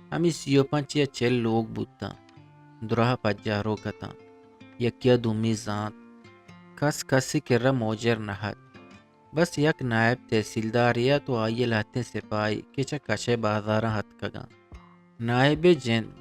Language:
Eastern Balochi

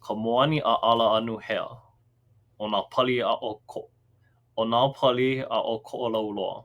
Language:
Hawaiian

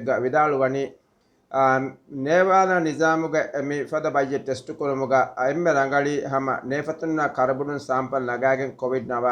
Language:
Divehi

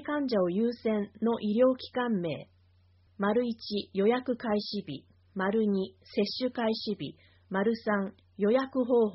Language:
Japanese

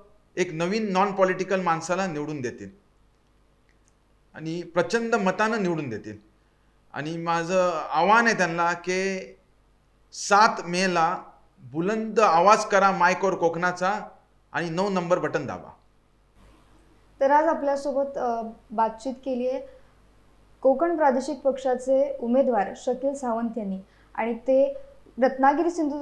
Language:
Marathi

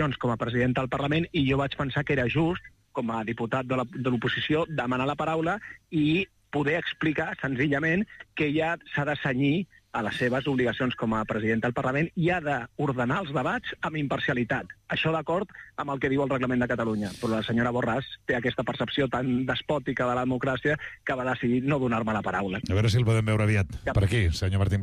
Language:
Catalan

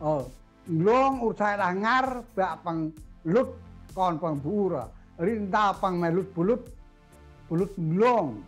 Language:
Central Mnong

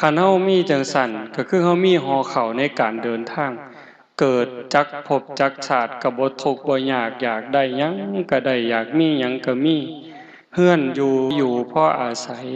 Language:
Northeastern Thai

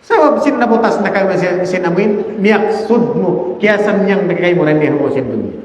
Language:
Tausug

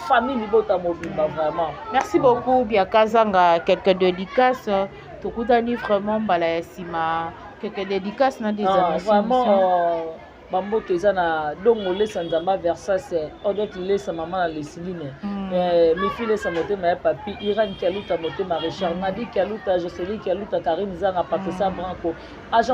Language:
Lingala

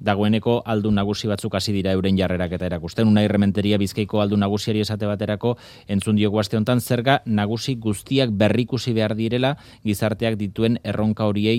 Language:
Basque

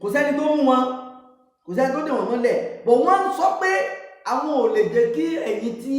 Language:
Yoruba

